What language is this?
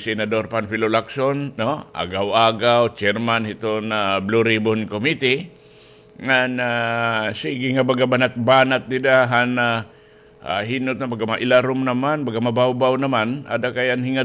Waray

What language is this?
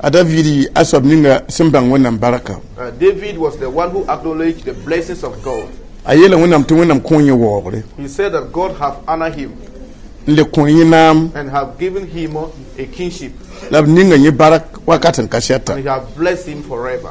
Mossi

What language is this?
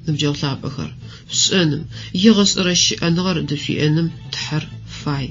Adyghe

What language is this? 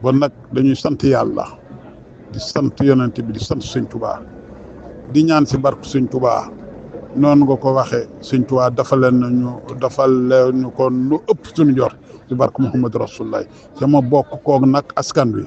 Wolof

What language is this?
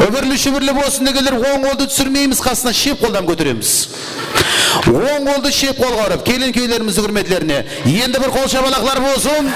Kara-Kalpak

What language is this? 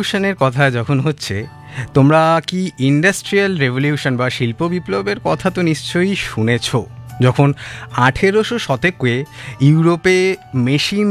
Bangla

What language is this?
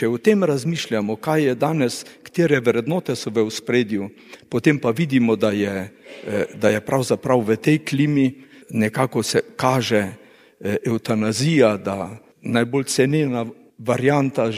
Slovenian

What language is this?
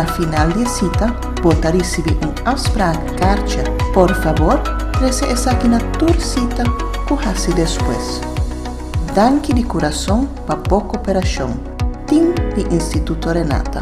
Papiamento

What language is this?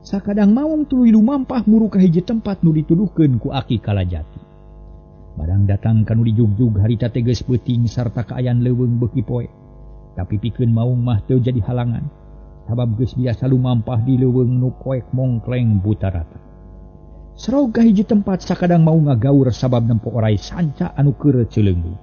Sundanese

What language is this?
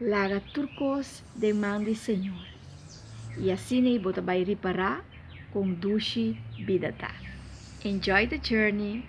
Papiamento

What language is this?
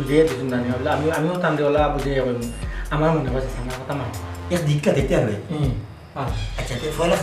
Sylheti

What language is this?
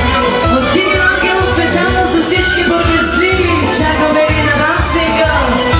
Bulgarian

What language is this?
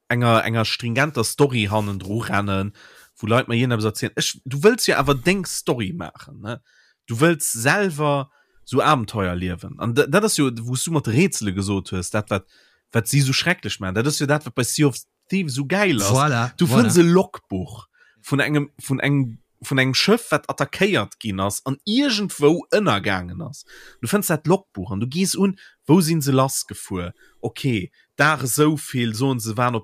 Luxembourgish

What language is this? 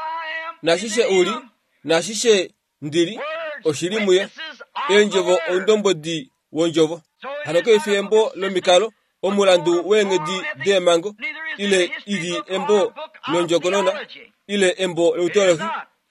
Kuanyama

